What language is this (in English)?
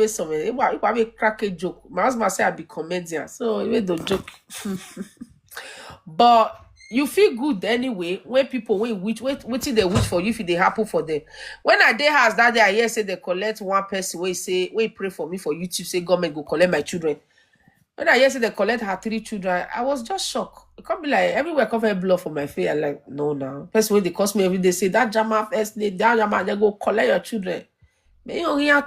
Nigerian Pidgin